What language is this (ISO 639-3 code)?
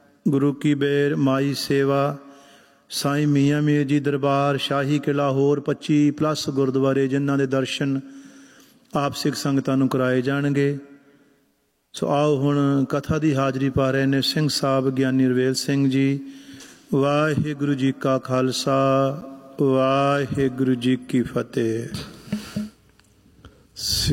pan